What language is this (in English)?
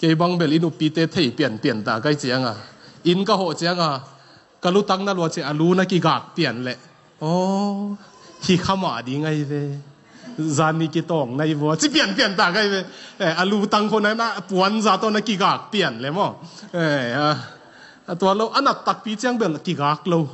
Tedim Chin